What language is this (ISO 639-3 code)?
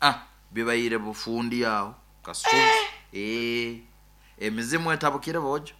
nyo